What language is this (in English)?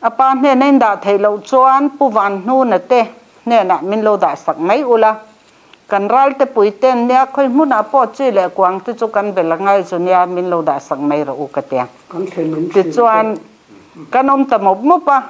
Mizo